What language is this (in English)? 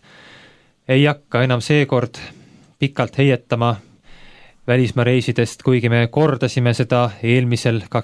Estonian